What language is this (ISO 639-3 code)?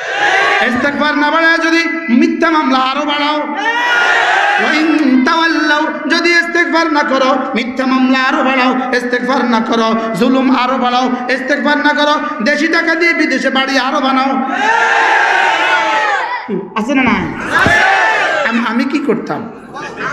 ben